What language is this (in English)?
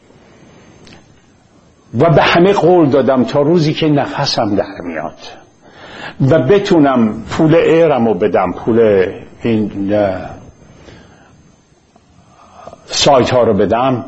Persian